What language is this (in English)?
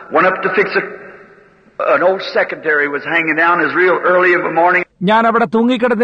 Malayalam